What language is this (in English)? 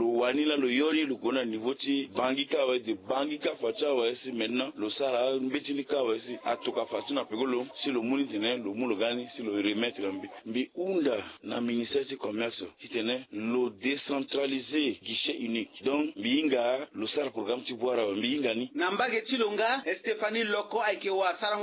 Sango